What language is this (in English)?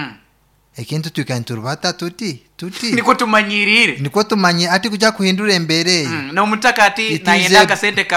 Nyoro